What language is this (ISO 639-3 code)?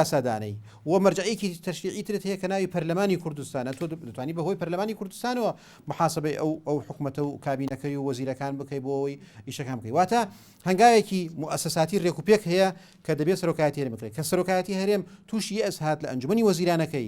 ckb